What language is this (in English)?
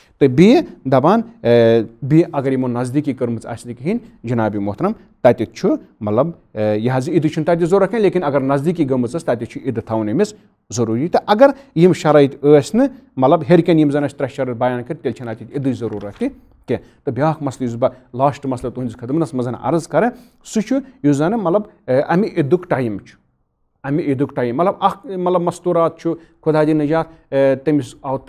Kashmiri